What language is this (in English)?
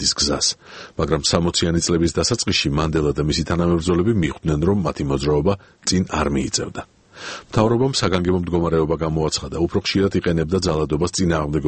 Georgian